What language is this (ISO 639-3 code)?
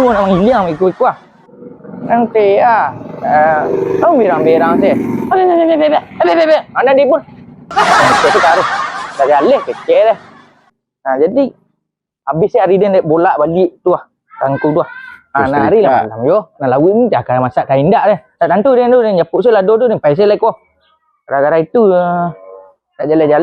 min